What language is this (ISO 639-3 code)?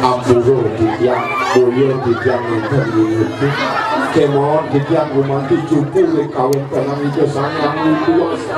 ban